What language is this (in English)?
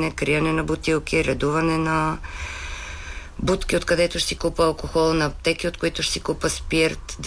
Bulgarian